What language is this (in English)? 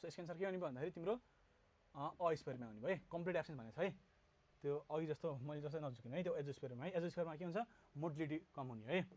Nepali